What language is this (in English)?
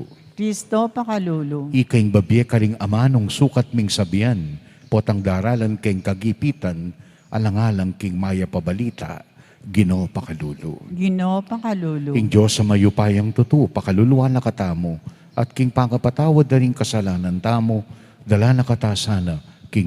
Pampanga